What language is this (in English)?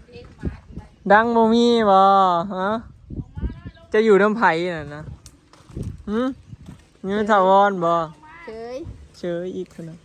Northeastern Thai